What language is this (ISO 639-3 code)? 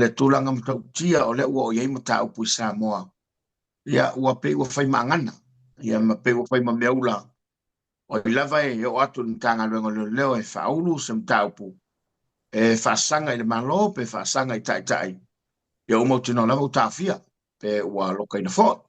smo